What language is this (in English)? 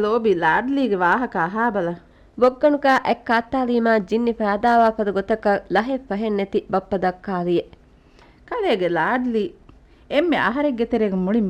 Divehi